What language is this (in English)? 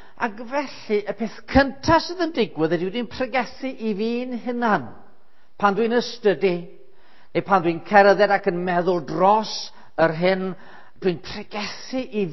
Welsh